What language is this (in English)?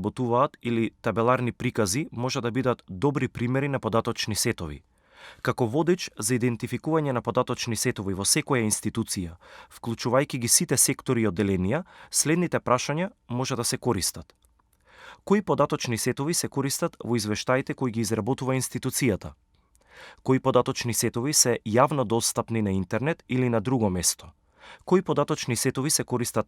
Macedonian